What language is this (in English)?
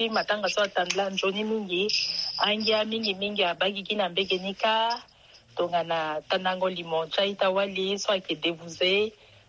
Sango